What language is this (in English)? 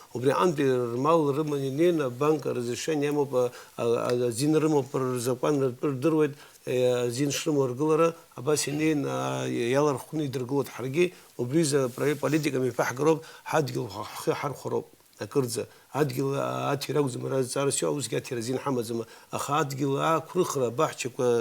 Abkhazian